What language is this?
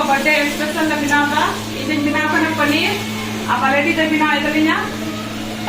Santali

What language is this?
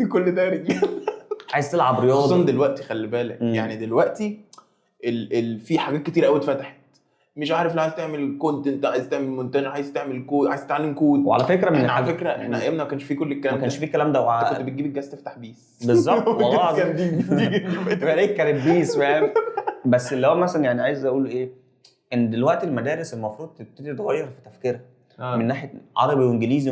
Egyptian Arabic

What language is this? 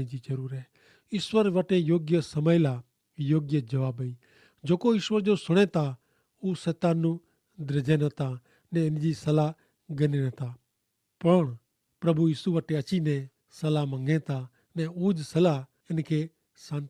Kachhi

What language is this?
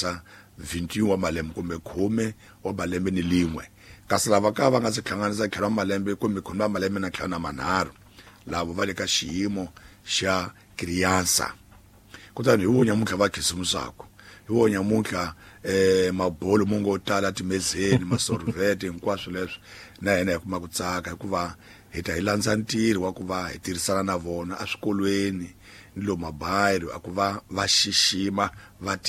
Tsonga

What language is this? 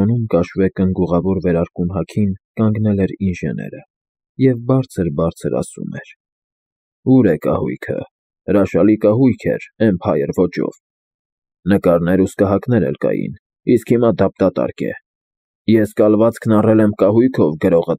Armenian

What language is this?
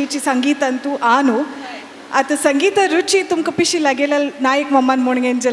Konkani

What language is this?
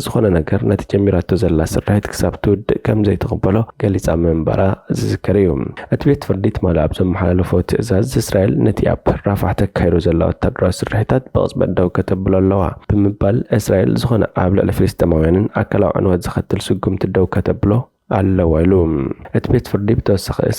Tigrinya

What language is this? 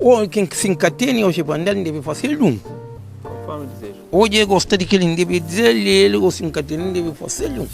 Kabuverdianu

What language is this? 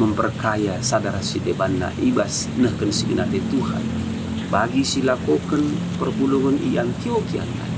Batak Karo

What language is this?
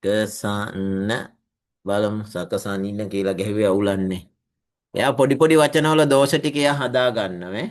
Sinhala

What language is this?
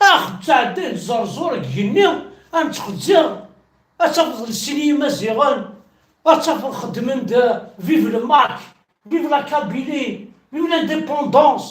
Kabyle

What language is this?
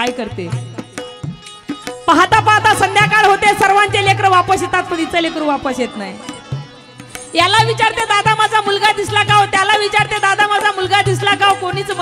Marathi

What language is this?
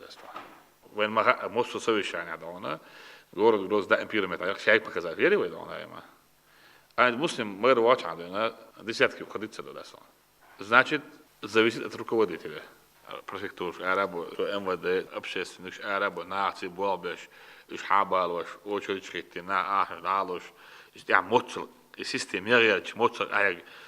Chechen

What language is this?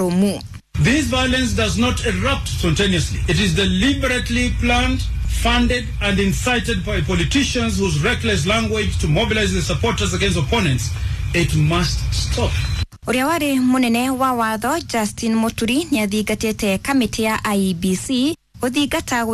Kikuyu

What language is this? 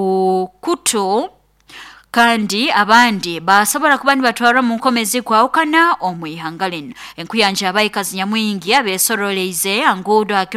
Nyoro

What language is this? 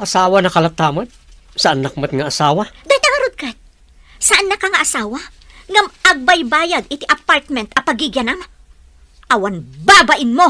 Iloko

